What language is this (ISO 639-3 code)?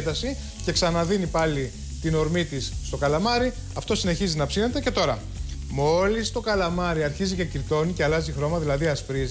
ell